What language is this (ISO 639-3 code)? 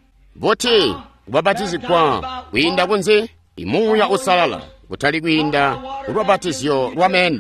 toi